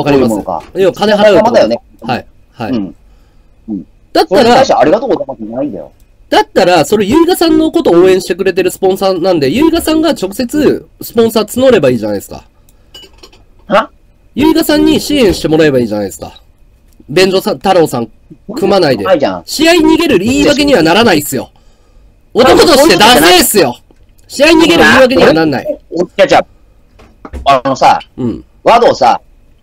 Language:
Japanese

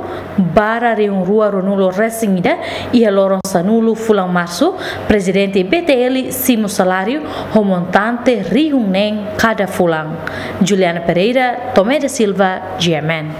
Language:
Tetum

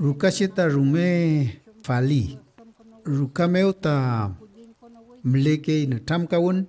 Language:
Mapuche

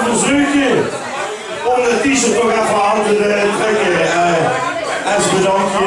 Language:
Limburgish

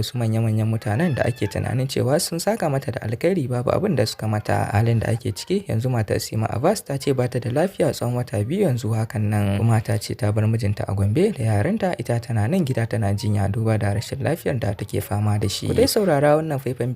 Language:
Hausa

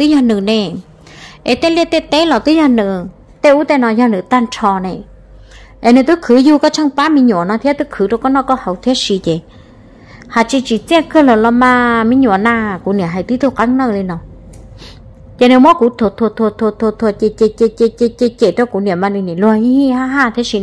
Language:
Vietnamese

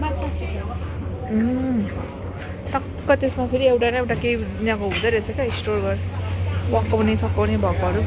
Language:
Nepali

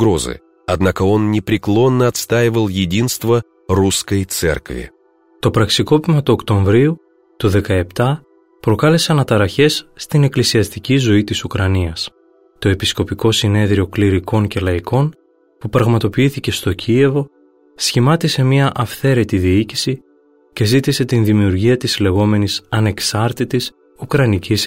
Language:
Greek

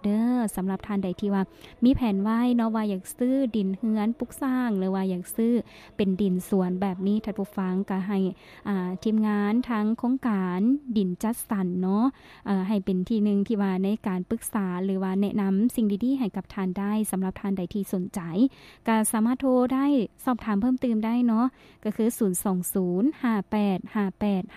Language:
Lao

